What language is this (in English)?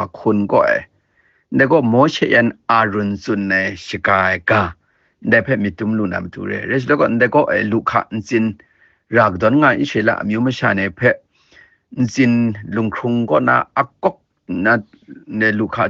Kachin